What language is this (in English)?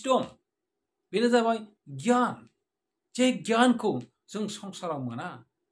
Bodo